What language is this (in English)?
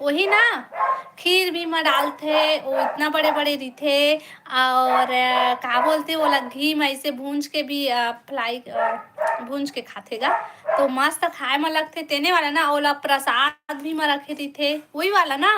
Chhattisgarhi